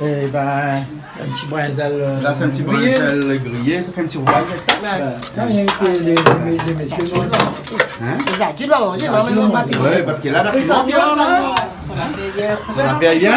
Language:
Réunion Creole French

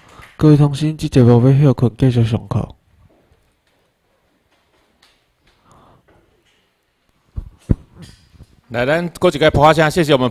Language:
Chinese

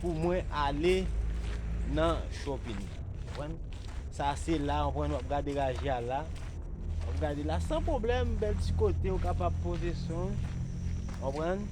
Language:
Haitian Creole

